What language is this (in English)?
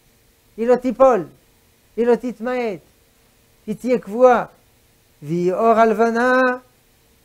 Hebrew